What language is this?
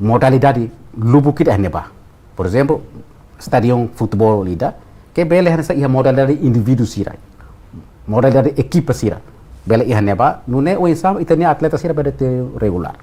Tetum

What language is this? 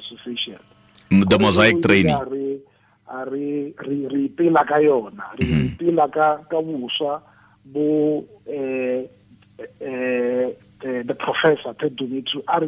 Tswana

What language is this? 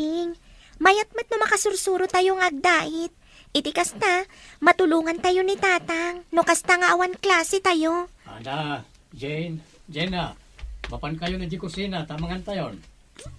Iloko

